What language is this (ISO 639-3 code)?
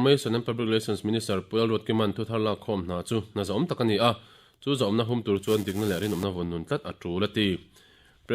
lus